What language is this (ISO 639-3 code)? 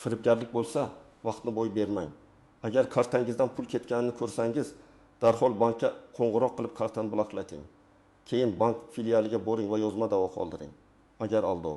uzb